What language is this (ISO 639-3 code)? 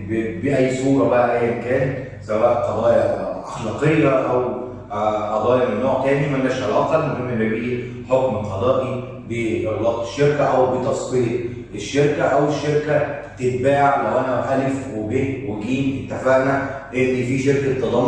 arz